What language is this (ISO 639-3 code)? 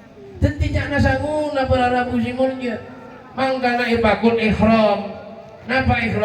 mad